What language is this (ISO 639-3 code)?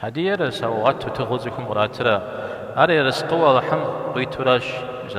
kbd